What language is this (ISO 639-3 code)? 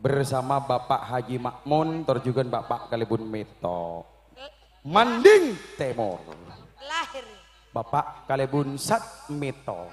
mad